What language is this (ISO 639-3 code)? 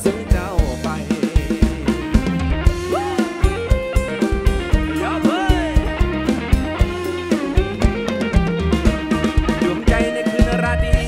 tha